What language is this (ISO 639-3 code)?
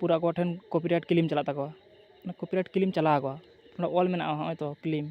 sat